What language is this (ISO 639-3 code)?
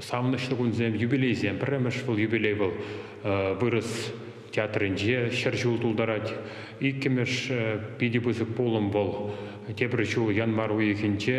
chv